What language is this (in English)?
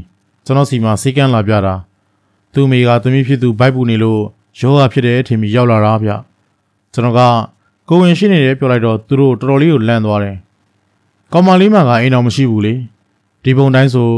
Burmese